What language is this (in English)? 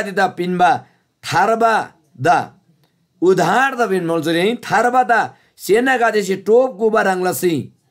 Eastern Tamang